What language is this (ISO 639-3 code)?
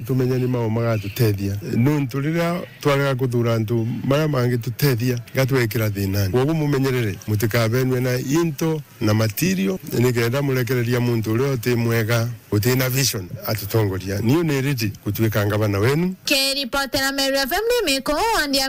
mer